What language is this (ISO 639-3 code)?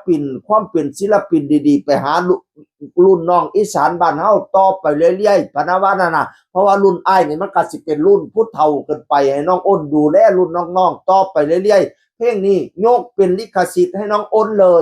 tts